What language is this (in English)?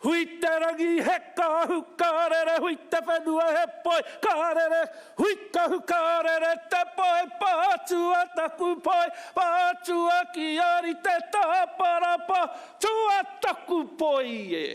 Māori